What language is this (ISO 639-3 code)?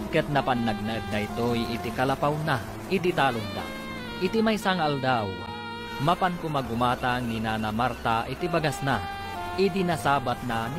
ilo